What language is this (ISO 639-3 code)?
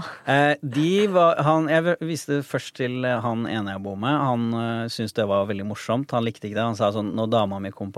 nor